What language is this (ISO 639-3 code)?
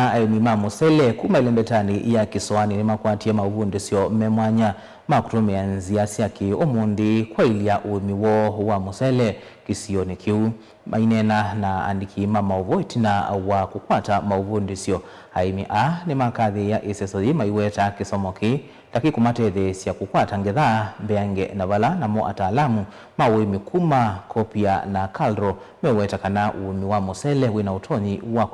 kam